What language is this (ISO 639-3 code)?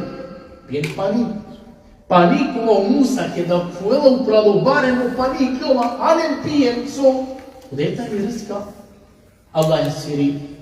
rmn